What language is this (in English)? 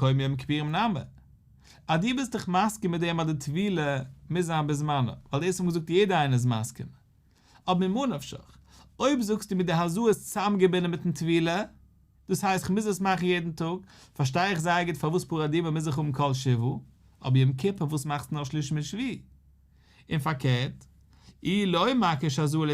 Yiddish